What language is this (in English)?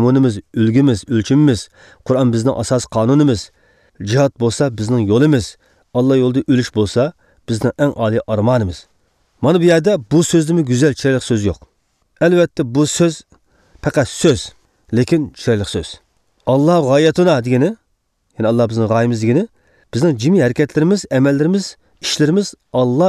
Uyghur